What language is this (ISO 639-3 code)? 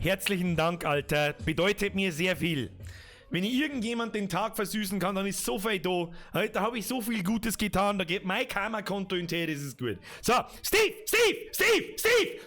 bar